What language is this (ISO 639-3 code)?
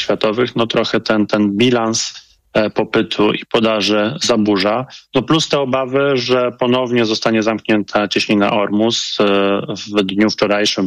pol